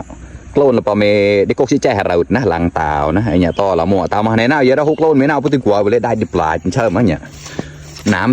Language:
Mon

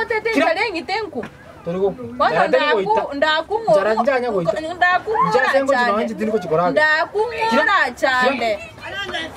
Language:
Gusii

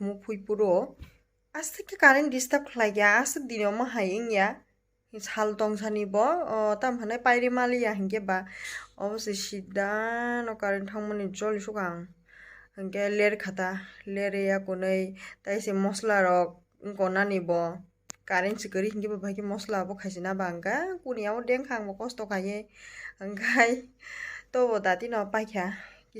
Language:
Kok Borok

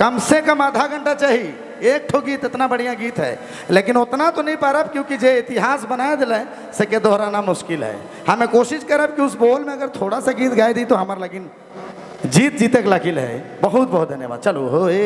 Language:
Sadri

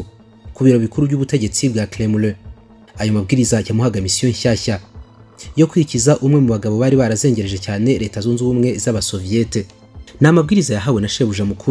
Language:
Kinyarwanda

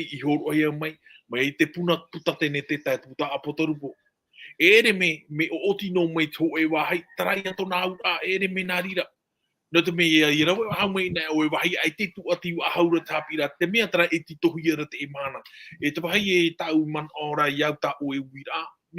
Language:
Tahitian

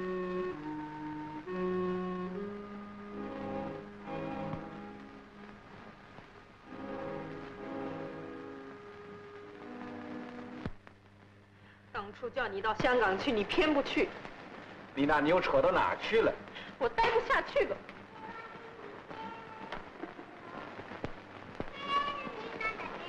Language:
Chinese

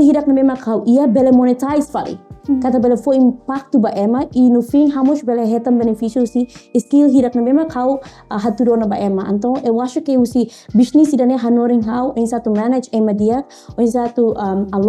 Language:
Tetum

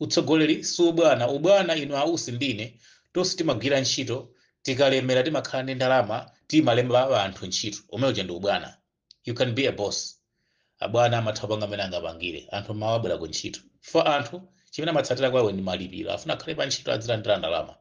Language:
Nyanja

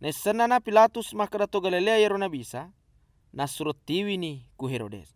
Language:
Buginese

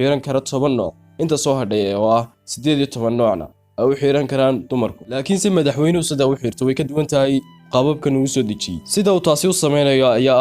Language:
Somali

